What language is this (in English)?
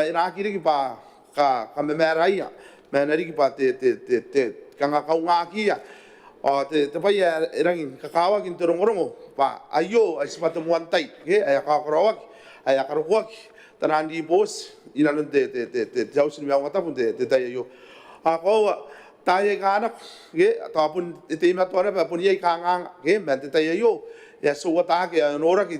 Gilbertese